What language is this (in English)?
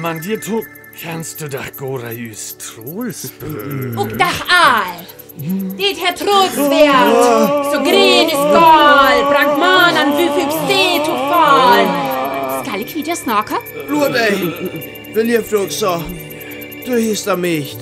Northern Frisian